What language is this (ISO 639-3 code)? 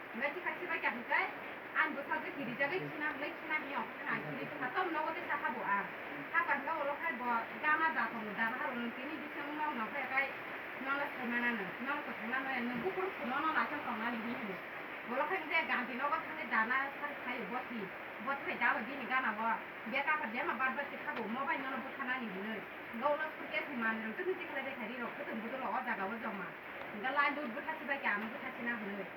trp